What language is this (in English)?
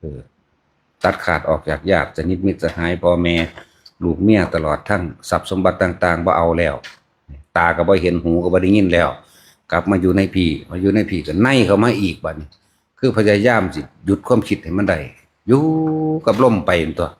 Northeastern Thai